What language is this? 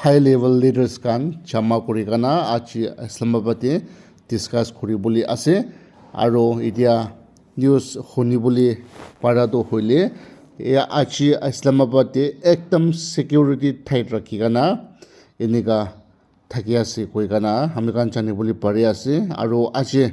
Naga Pidgin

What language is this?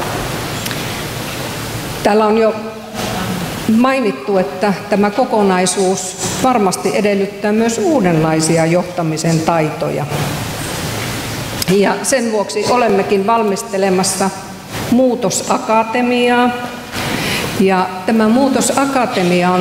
Finnish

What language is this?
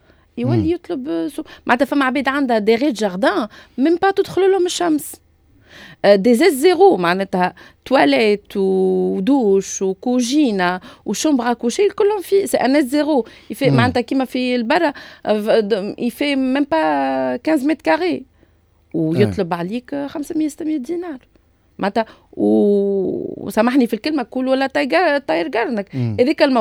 Tunisian Arabic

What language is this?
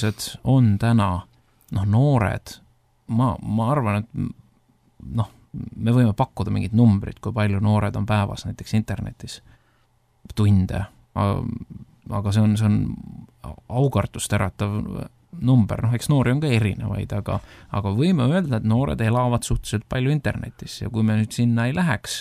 Estonian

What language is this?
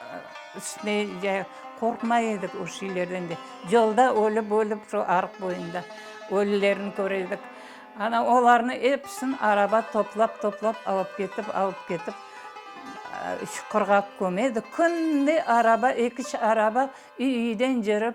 Crimean Tatar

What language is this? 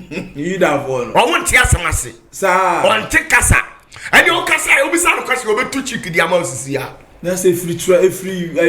Akan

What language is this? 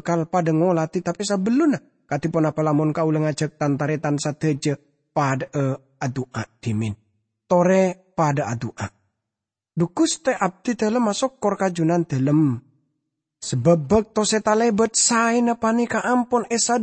Madurese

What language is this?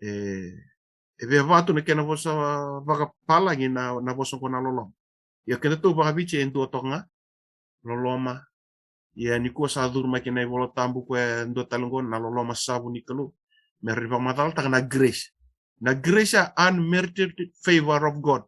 Fijian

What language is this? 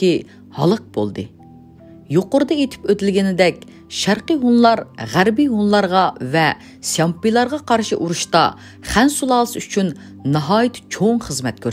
Uyghur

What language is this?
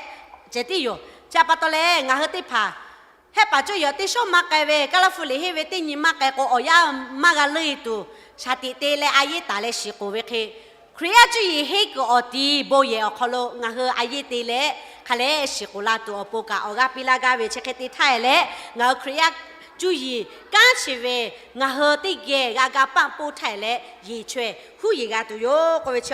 Lahu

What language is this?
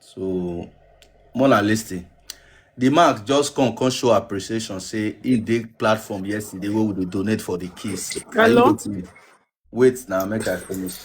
Nigerian Pidgin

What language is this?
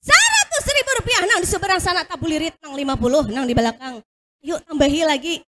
Banjar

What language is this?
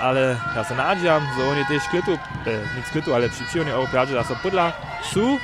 Upper Sorbian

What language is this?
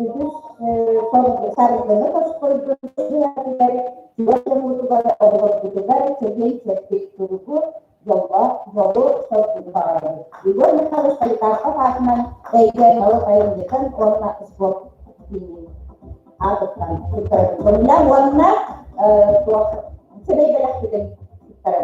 Yakut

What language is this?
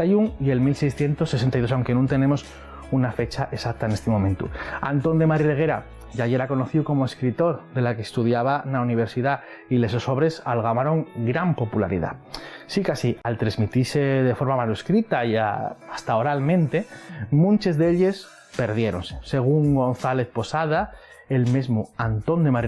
Asturian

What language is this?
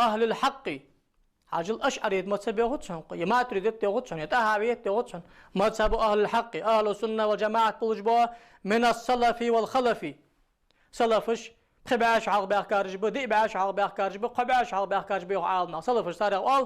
Ingush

